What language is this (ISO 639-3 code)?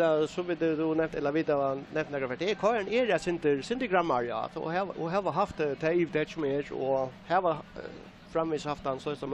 fao